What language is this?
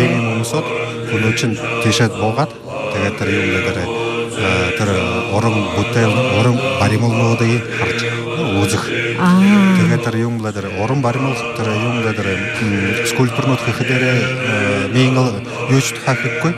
Buriat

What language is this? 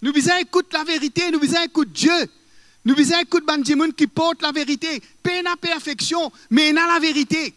Morisyen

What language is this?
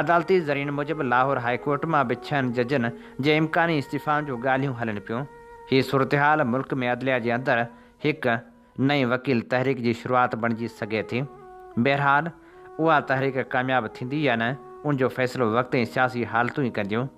Sindhi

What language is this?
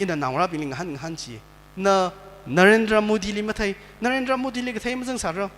Tangkhul Naga (India)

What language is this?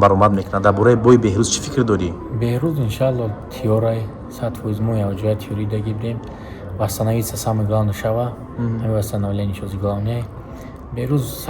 Tajik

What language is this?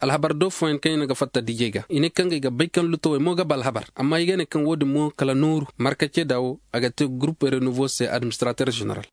Koyraboro Senni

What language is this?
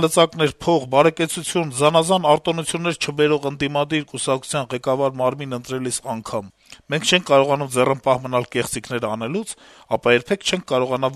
Armenian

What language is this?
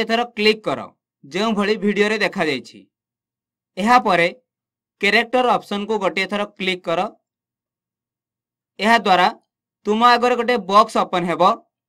Odia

